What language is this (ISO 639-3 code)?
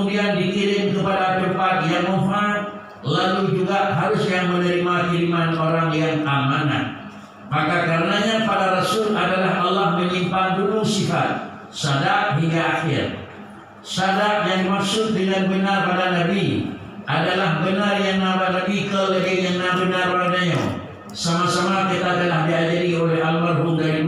ace